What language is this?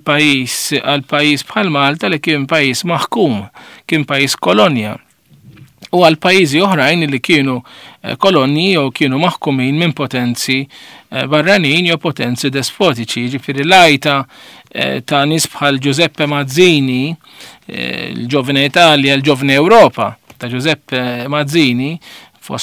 Maltese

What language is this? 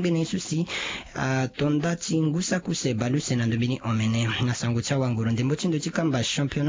Sango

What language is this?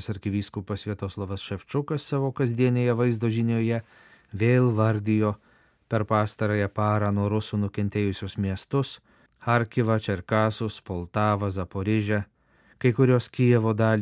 Lithuanian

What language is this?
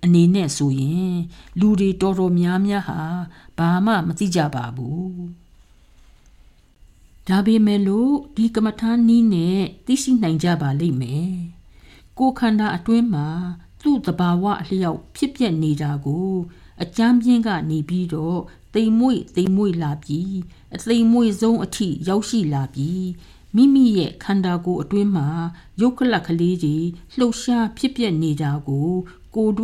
Burmese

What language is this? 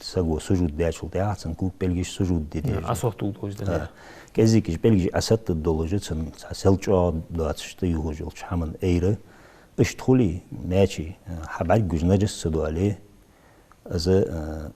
Ingush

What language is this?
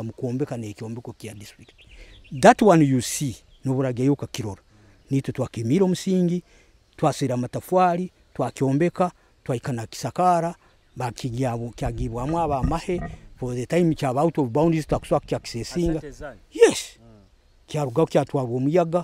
Nyoro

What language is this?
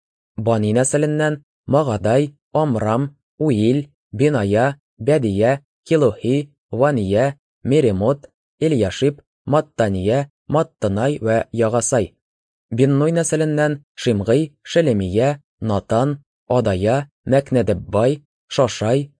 Tatar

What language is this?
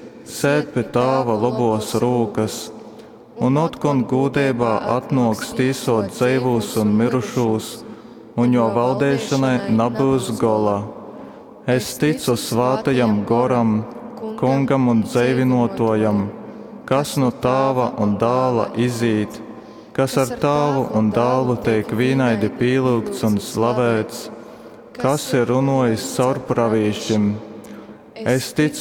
Latgalian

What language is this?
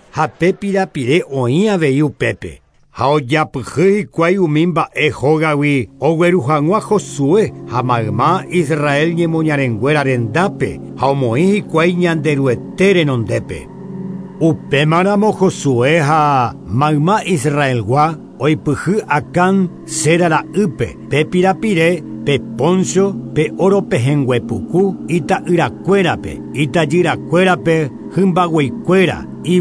Guarani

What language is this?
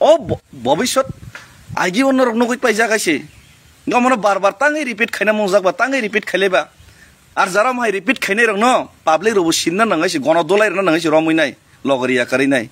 Kok Borok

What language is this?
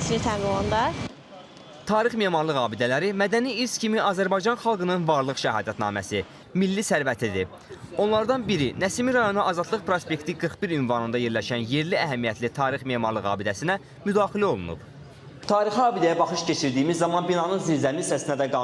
Azerbaijani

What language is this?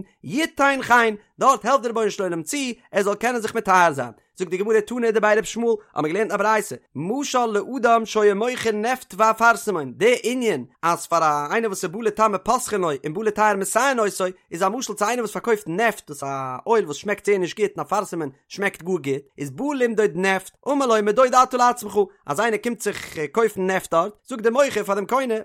Yiddish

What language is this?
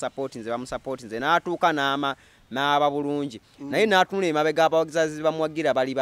Ganda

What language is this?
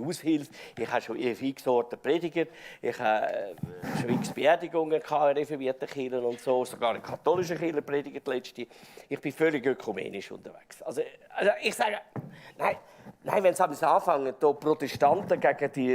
Swiss German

